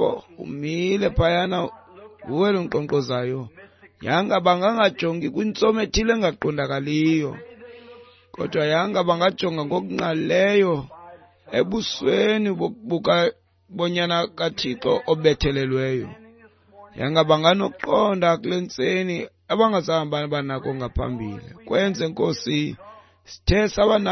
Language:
Xhosa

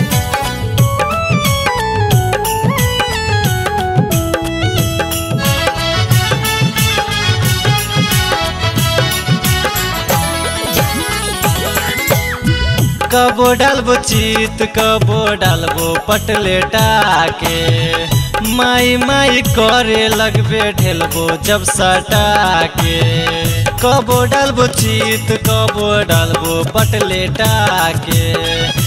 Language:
Bhojpuri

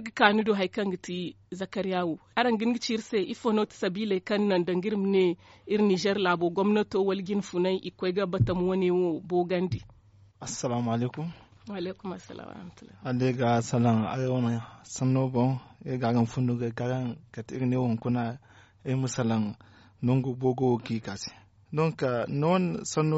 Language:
Zarma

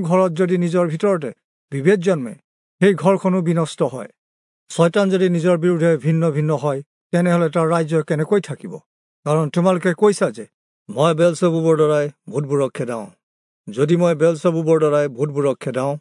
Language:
Assamese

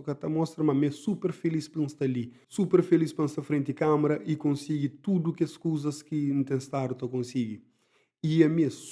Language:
Kabuverdianu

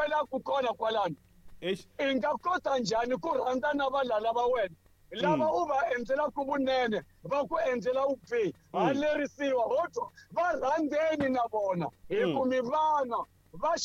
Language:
Tsonga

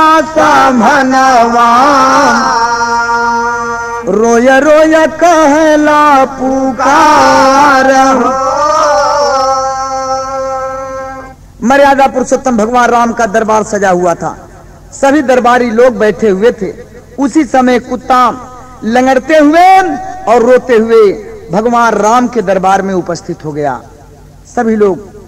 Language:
Bhojpuri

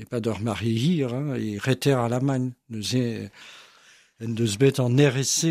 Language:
Breton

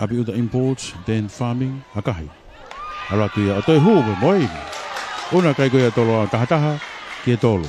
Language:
Tongan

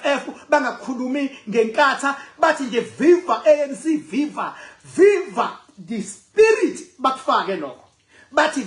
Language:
Zulu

